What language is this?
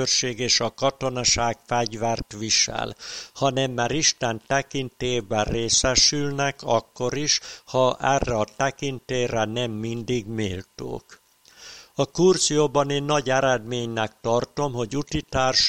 Hungarian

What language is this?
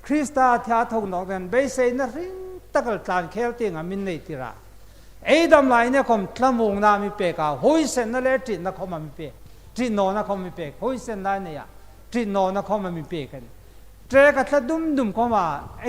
Hmar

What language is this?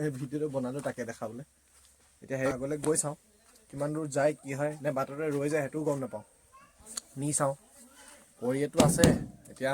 Assamese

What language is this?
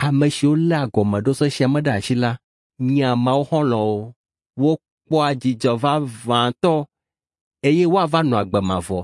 Ewe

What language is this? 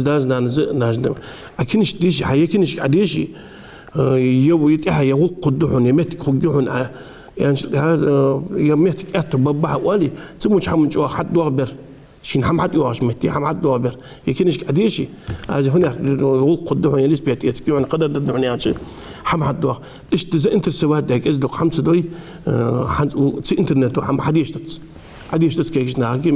Ingush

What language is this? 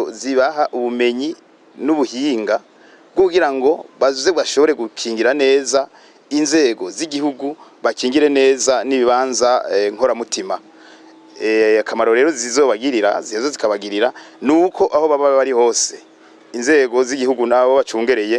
Rundi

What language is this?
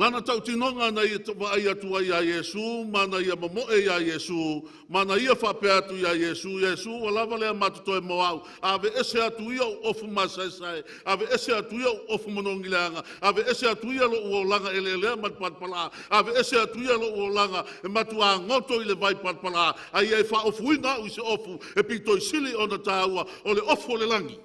Samoan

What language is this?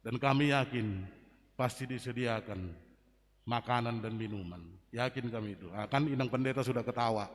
Batak Simalungun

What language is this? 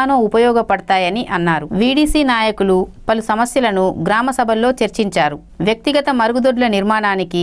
Telugu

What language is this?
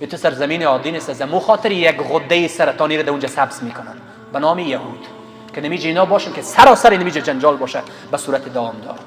Persian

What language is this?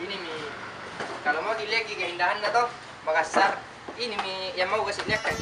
Makassar Malay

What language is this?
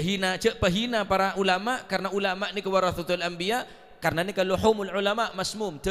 Madurese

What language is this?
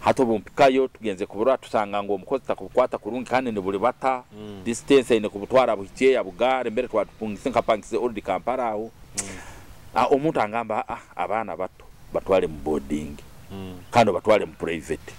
Nyoro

